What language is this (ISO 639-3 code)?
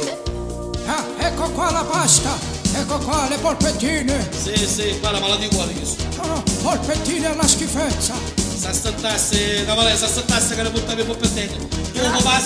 nap